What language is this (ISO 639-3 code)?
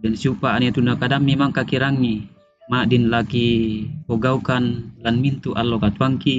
sda